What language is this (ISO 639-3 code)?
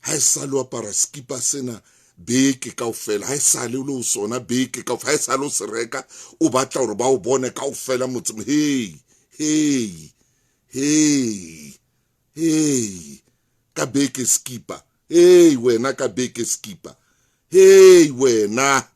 sot